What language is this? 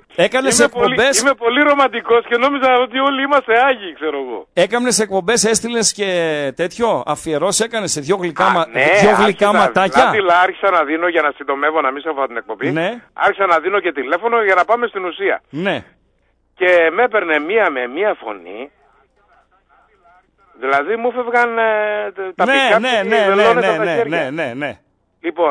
Greek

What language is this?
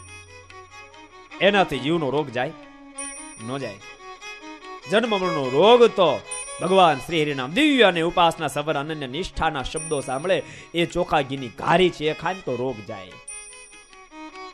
Gujarati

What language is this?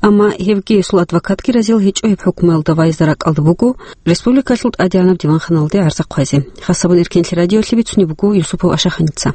Avaric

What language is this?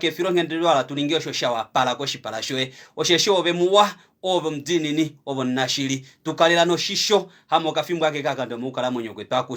Kuanyama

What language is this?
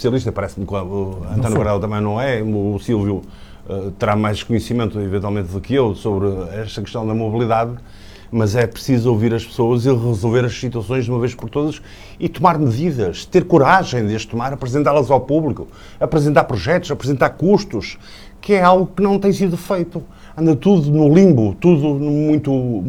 Portuguese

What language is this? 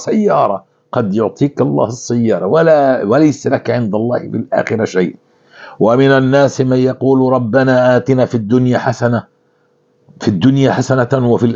North Levantine Arabic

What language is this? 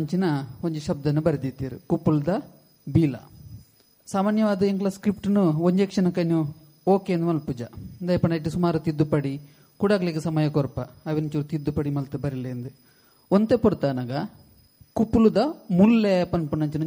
Tulu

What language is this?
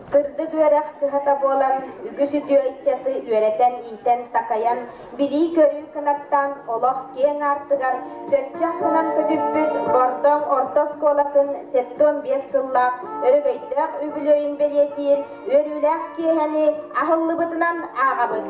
Yakut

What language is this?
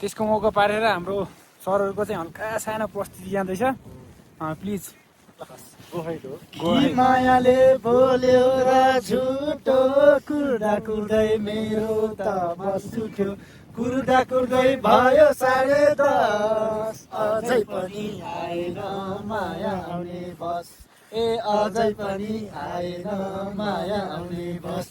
Nepali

